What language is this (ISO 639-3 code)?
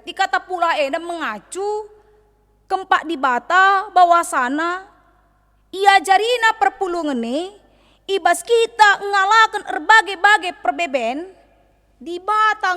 btx